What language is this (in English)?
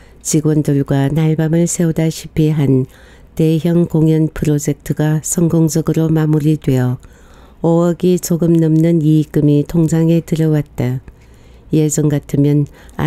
Korean